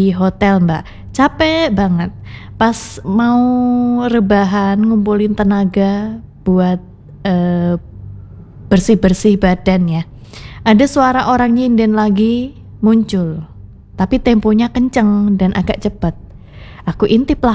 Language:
Indonesian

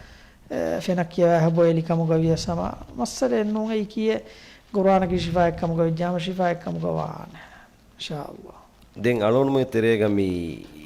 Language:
Divehi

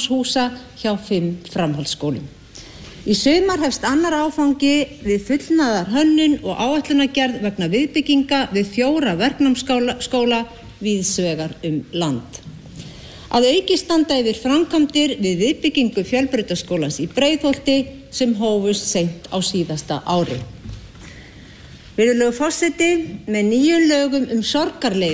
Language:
Icelandic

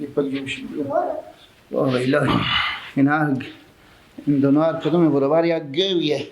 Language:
Persian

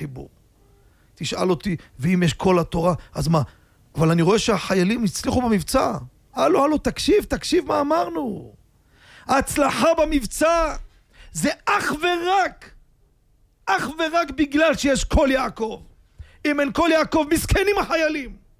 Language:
Hebrew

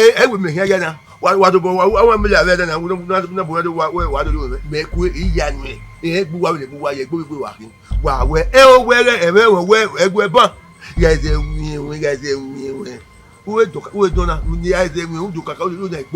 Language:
Bini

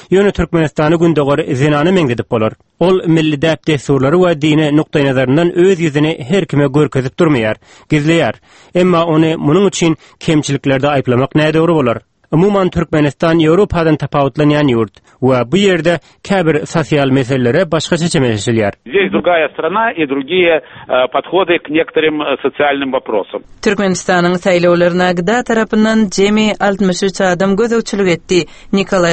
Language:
Turkmen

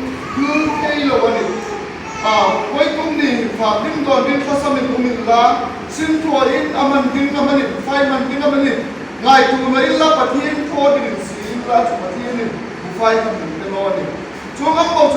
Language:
Hmar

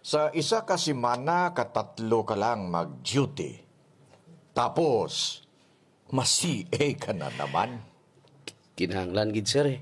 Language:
Hiligaynon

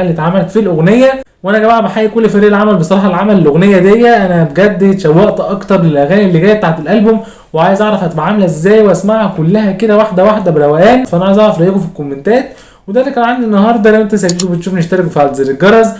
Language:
Egyptian Arabic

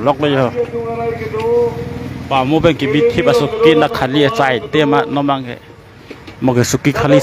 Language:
Karbi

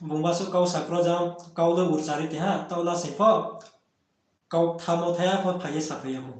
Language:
Riang (India)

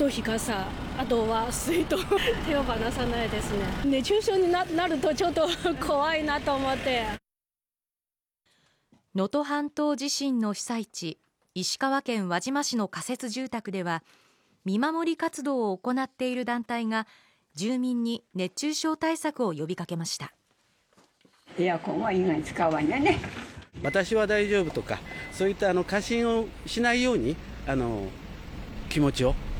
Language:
Japanese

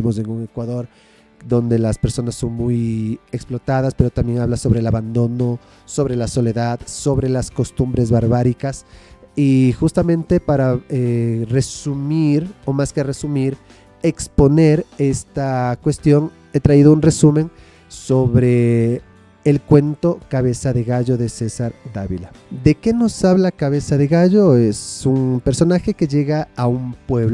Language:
Spanish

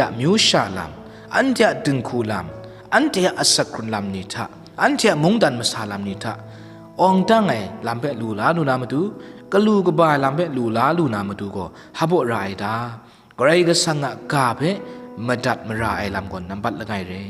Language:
Kachin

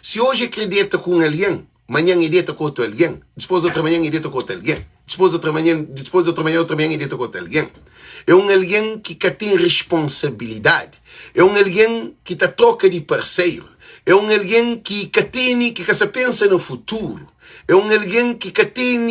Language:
Kabuverdianu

